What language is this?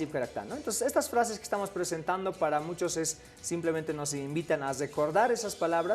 Aymara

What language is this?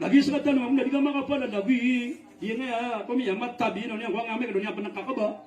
Maranao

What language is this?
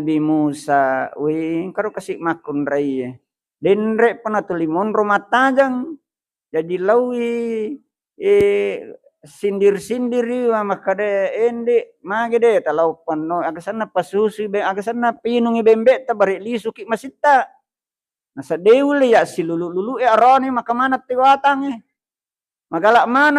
Buginese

